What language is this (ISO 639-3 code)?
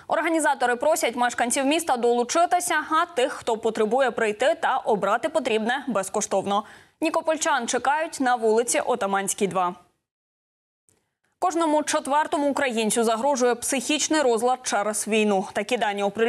ukr